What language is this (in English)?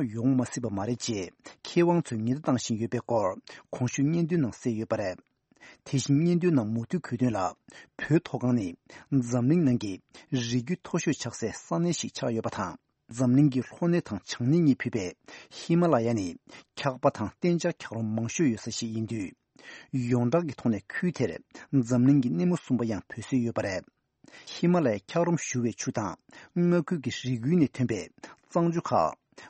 Tibetan